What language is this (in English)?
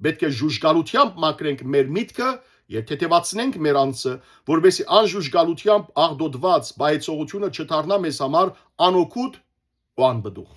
Western Armenian